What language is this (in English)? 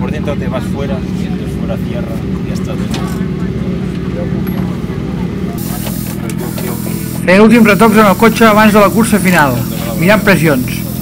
Catalan